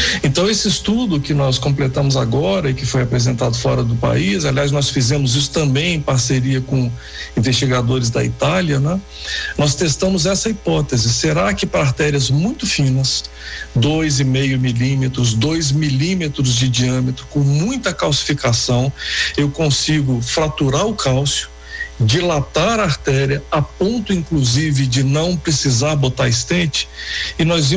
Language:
Portuguese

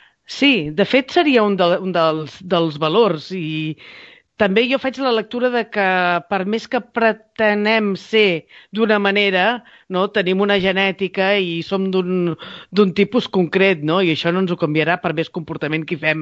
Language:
Catalan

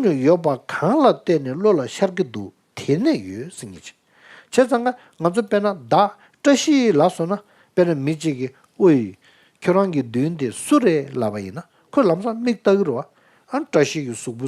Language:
Tibetan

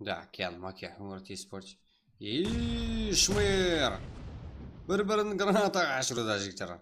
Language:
Kara-Kalpak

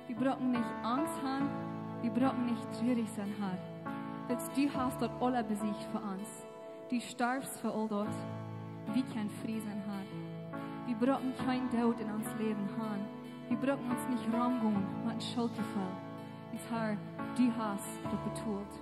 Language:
Plautdietsch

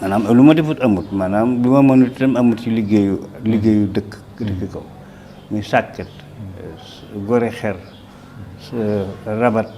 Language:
Wolof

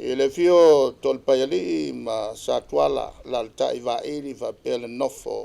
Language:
Samoan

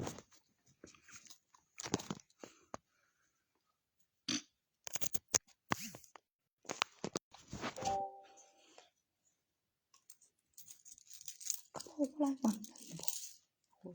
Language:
Northeastern Thai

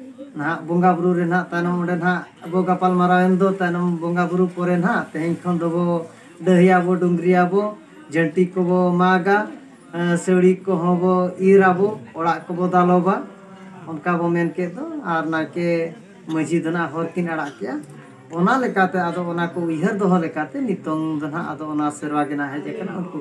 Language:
Santali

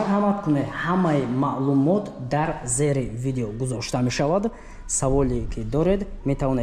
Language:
Tajik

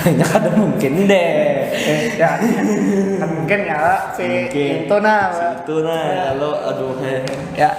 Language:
Banjar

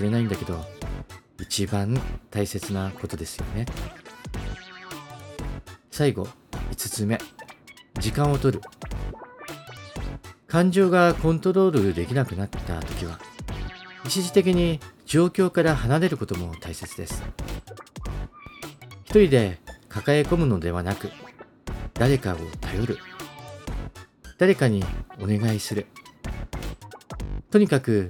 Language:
Japanese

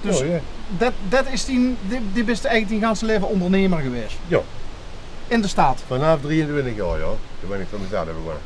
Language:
Limburgish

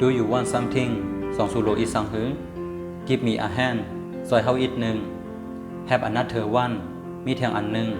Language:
Shan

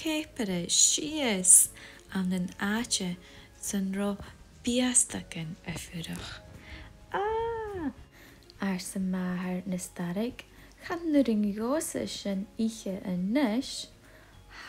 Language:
Scottish Gaelic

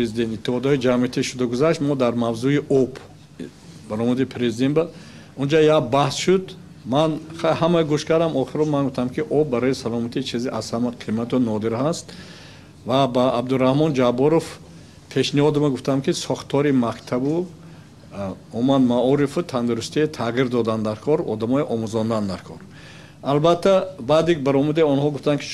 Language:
Tajik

